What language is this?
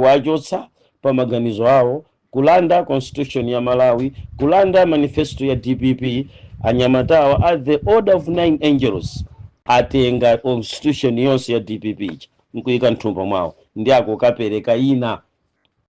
Nyanja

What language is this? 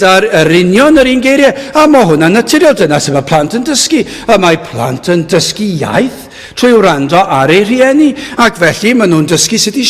Welsh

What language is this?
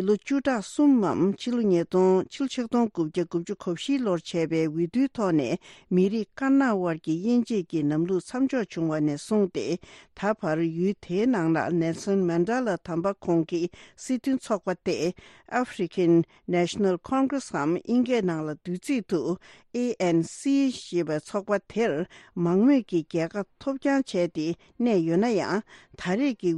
Tibetan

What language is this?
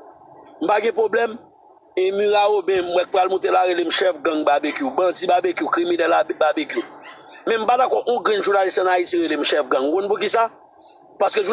Haitian Creole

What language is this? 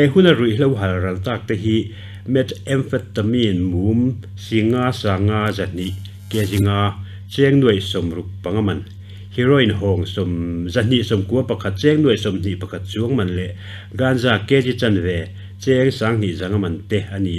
Mizo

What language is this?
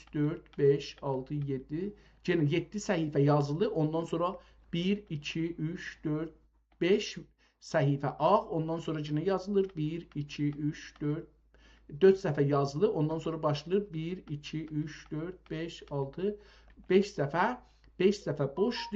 South Azerbaijani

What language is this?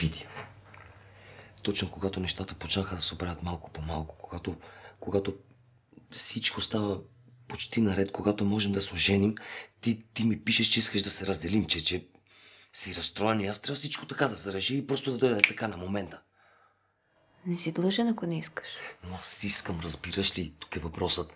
Bulgarian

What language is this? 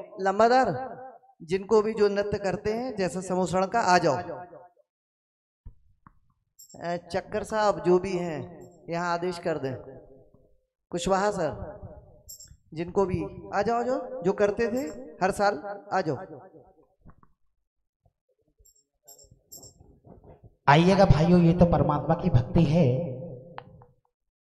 Hindi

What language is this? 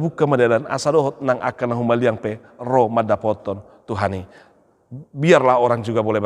Batak Toba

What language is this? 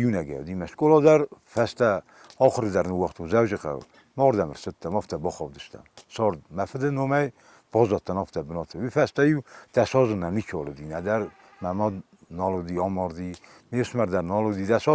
Ossetic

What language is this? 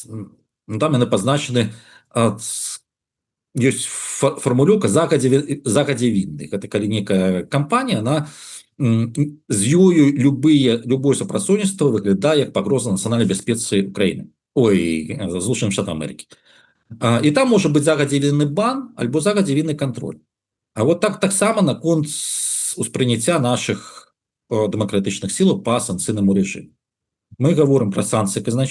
Belarusian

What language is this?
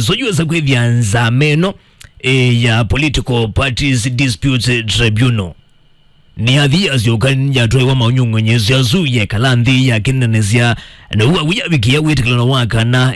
Kamba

